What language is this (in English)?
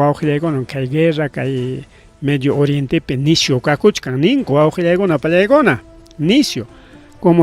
Ayacucho Quechua